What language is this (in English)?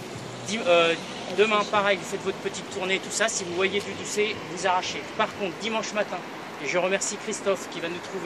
French